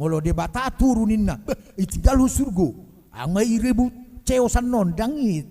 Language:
Batak Toba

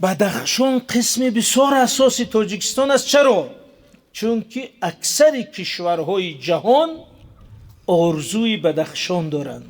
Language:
Tajik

